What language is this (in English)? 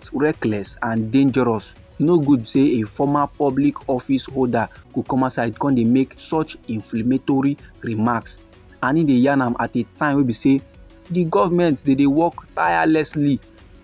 Nigerian Pidgin